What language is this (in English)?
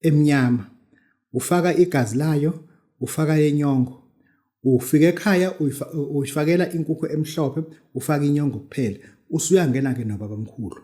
Zulu